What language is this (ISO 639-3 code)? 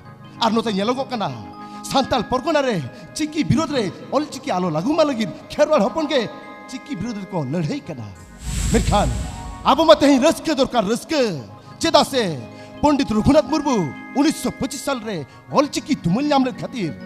sat